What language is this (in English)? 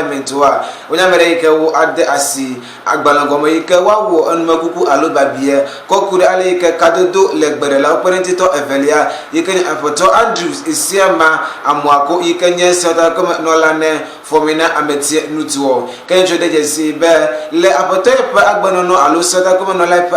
Ewe